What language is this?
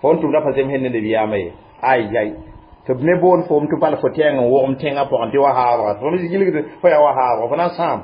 Mossi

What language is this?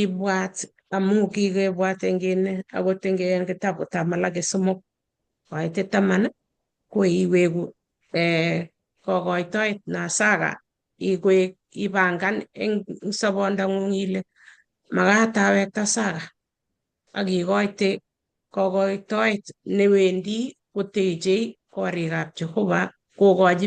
Kalenjin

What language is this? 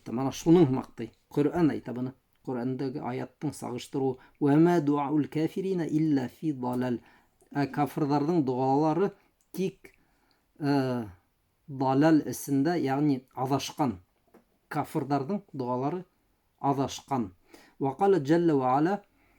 Bashkir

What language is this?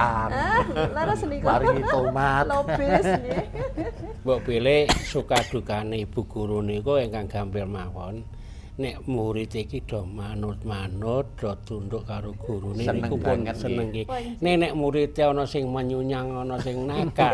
Javanese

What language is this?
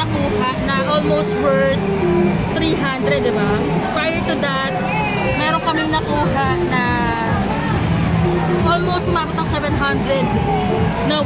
Filipino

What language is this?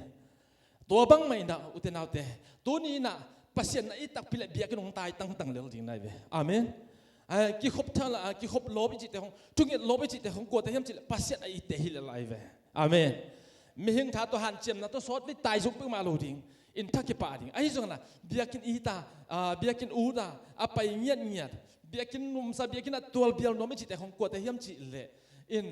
Tedim Chin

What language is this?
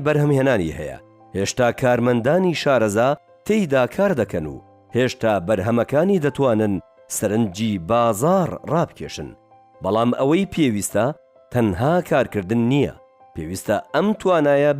Central Kurdish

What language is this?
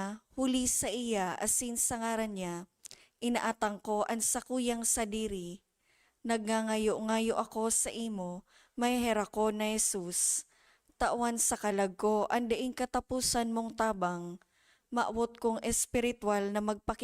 Bikol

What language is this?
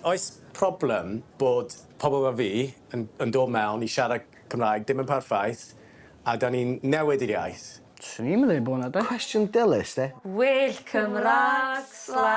Welsh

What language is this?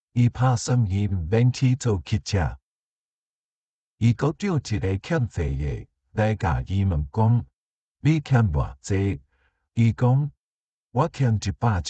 Min Nan Chinese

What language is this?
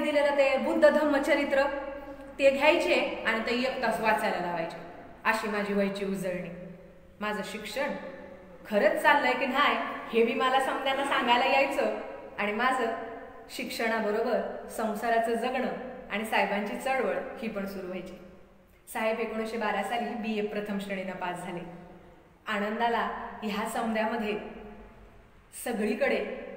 Marathi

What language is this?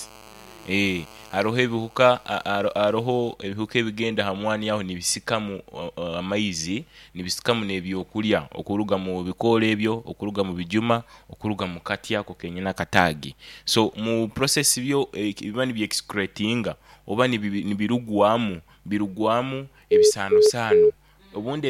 Nyoro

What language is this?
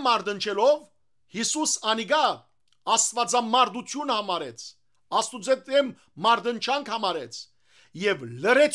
Western Armenian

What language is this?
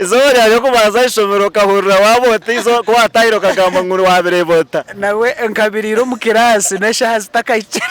Nyankole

